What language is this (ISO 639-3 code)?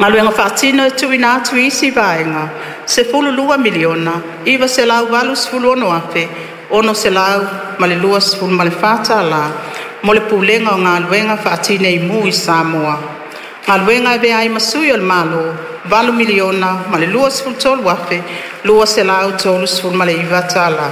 smo